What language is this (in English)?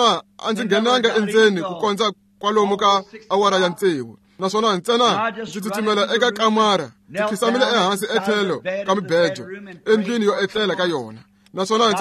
Tsonga